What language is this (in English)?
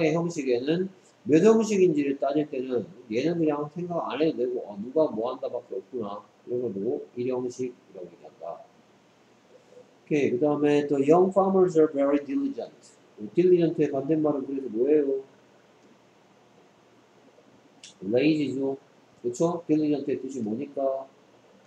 Korean